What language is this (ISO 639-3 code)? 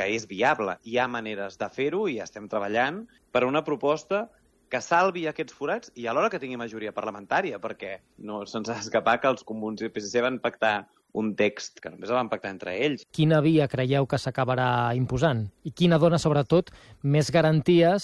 cat